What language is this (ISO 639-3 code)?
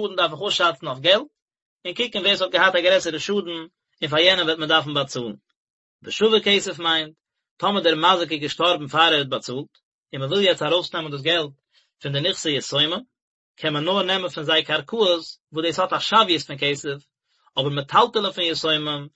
yid